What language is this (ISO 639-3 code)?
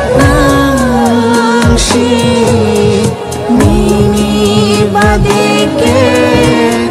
trp